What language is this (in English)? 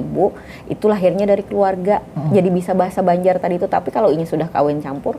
Banjar